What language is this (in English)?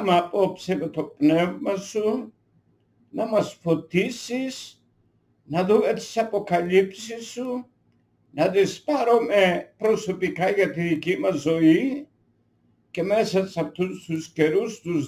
Greek